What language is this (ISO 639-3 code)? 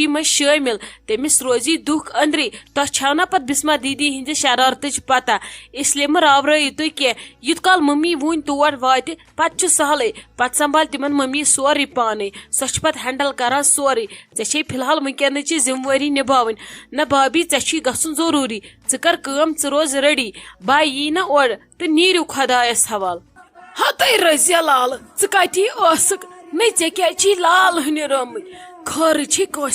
kas